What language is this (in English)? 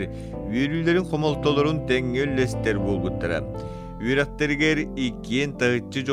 Yakut